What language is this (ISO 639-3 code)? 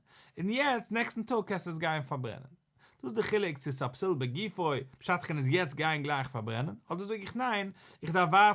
yid